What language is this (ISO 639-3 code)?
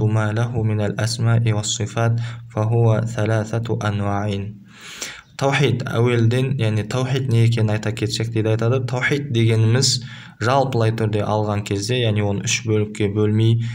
kaz